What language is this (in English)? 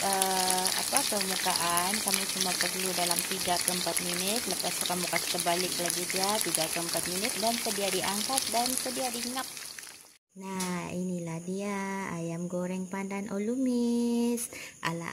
Malay